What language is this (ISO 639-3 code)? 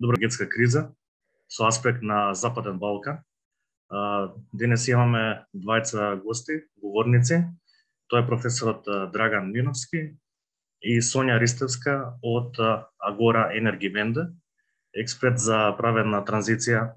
mkd